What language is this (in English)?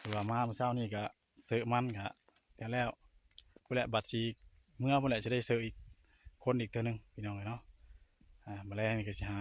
Northeastern Thai